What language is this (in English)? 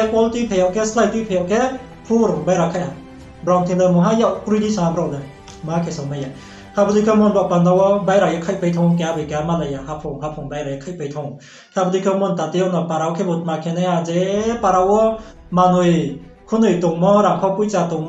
Riang (India)